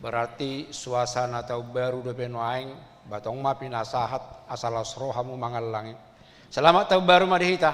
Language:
Batak Toba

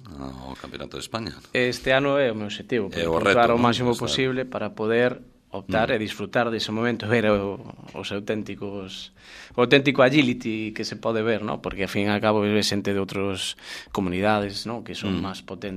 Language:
Galician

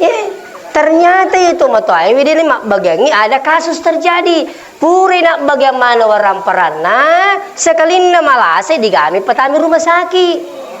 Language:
Buginese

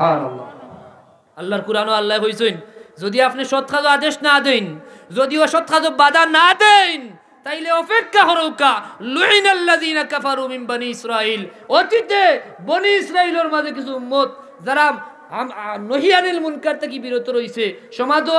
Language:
Sylheti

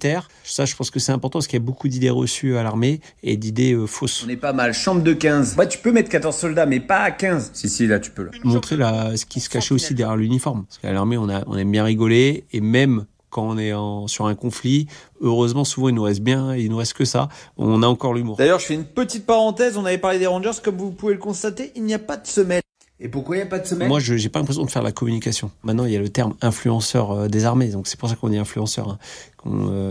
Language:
French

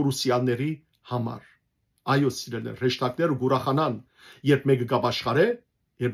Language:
Western Armenian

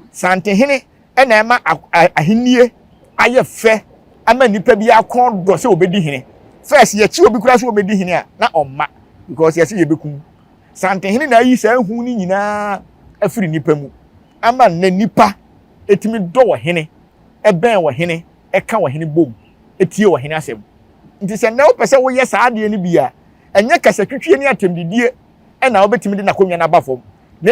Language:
Akan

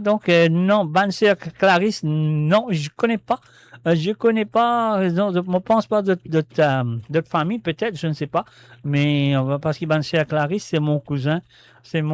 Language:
Morisyen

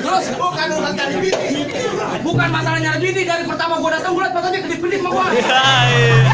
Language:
Betawi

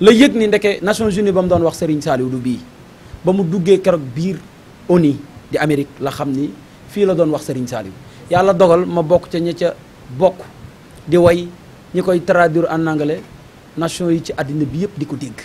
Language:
Wolof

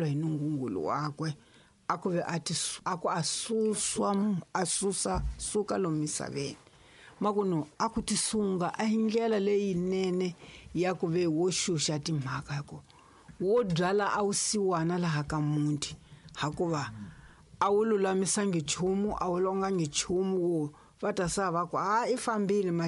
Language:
Tsonga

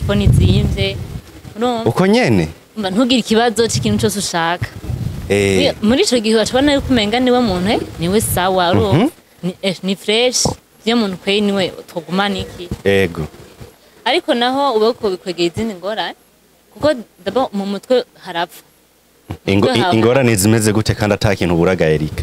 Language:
Rundi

